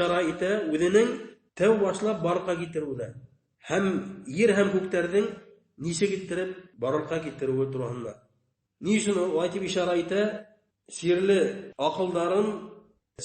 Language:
Bashkir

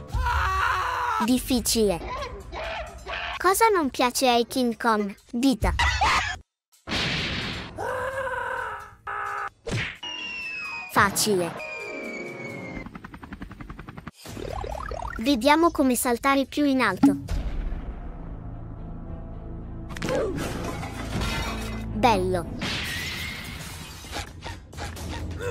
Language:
Italian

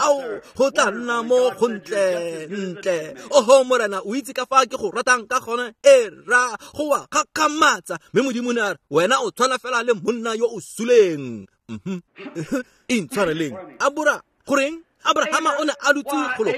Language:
Tswana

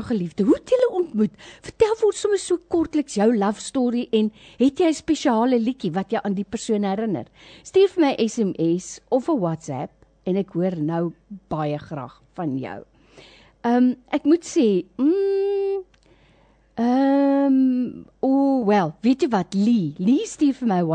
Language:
Afrikaans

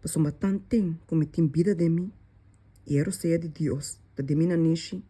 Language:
Papiamento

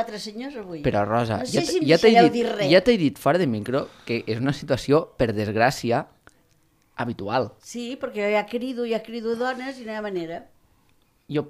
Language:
Catalan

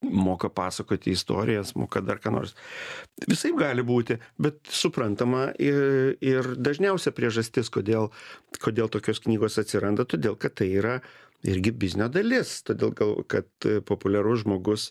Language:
Lithuanian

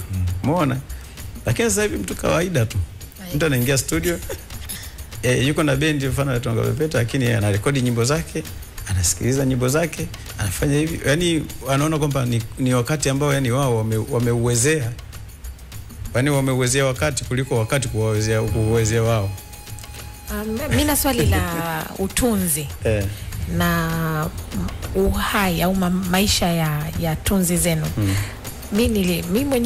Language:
Swahili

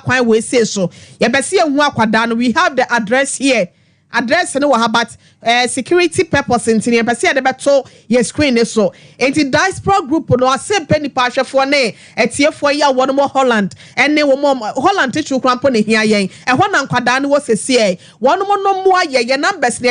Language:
Akan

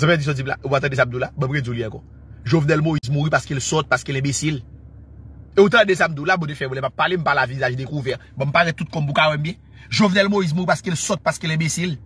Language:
Haitian Creole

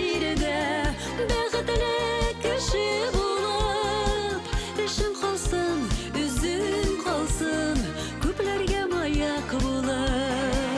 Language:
Bashkir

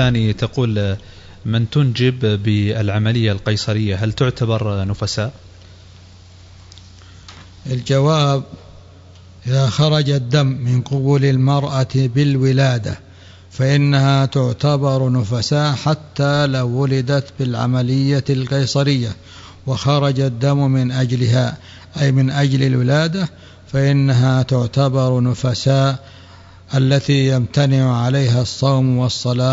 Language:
Arabic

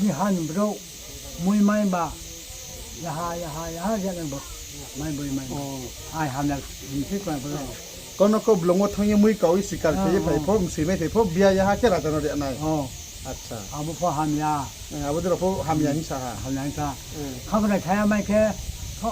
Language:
Riang (India)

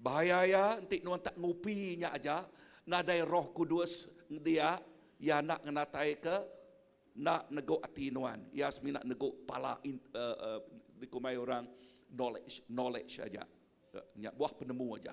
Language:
Iban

